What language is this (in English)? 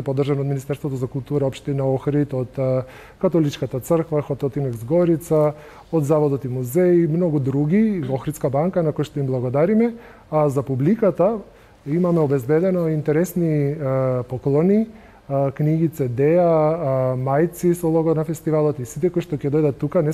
Macedonian